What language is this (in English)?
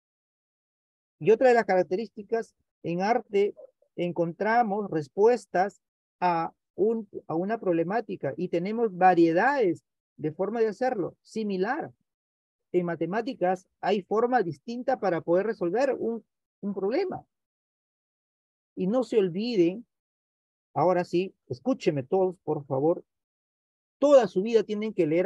Spanish